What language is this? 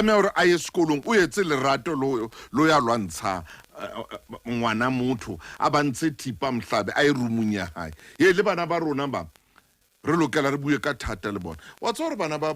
Southern Sotho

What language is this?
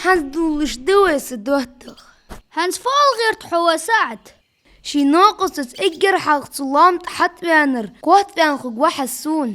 Ingush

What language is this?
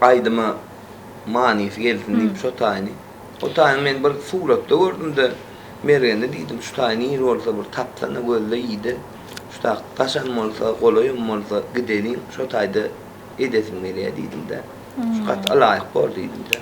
Turkmen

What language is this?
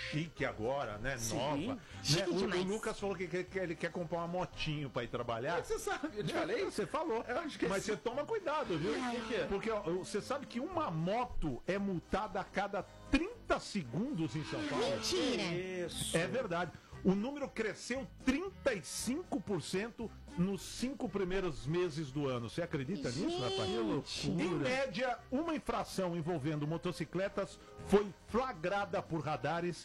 Portuguese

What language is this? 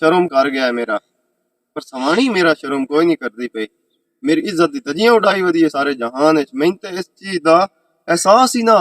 Western Panjabi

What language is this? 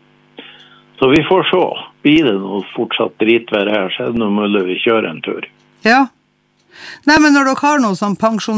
Norwegian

